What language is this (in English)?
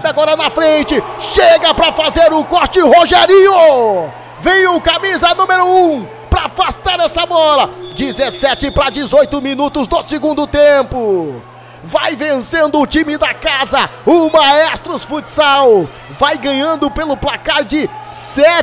Portuguese